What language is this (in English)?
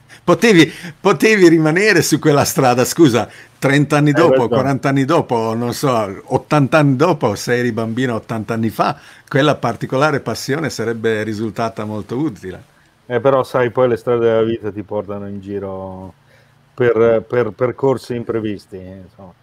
Italian